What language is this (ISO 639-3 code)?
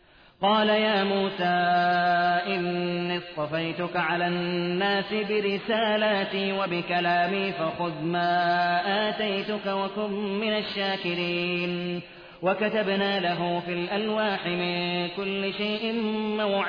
ara